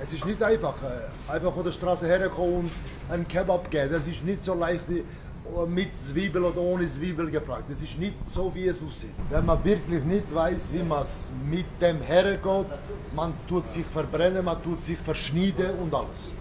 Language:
Swiss German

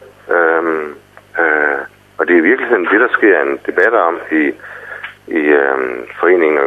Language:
Danish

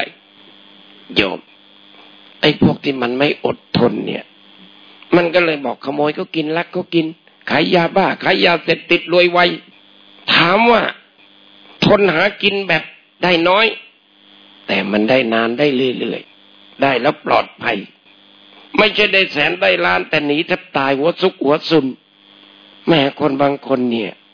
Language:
Thai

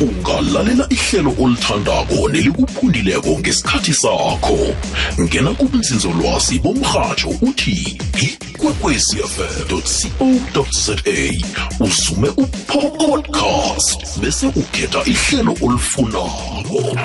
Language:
South Ndebele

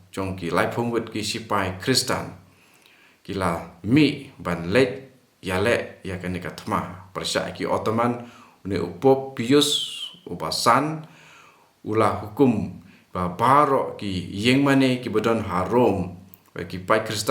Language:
Khasi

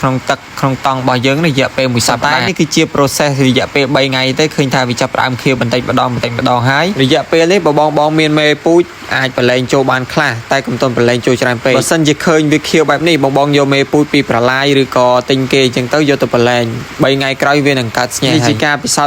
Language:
Khmer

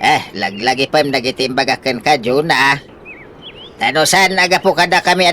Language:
Iloko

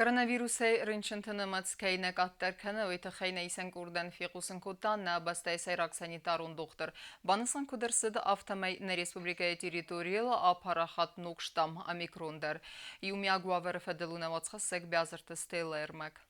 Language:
Ossetic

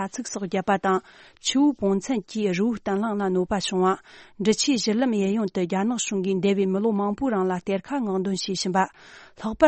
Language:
Tibetan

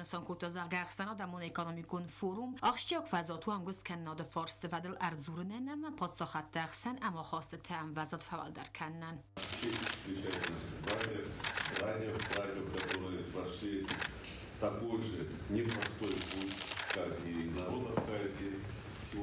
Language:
Ossetic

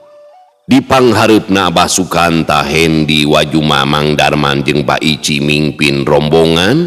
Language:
Sundanese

